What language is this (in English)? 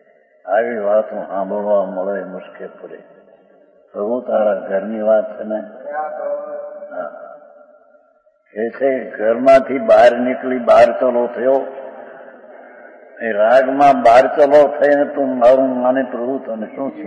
Gujarati